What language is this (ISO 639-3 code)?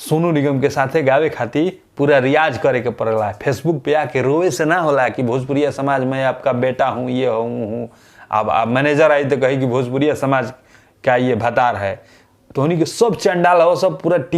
bho